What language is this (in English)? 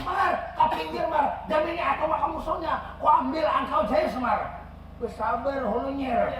Banjar